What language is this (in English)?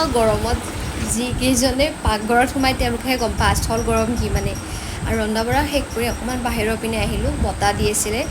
Assamese